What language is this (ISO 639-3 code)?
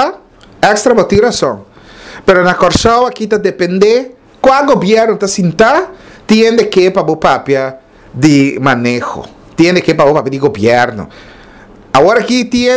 pap